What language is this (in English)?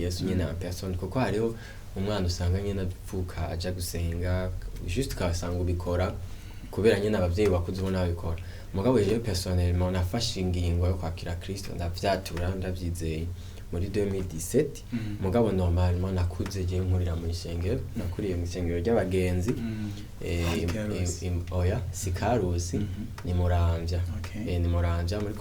Rundi